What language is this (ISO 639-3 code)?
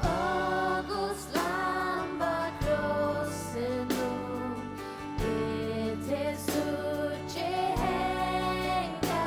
fao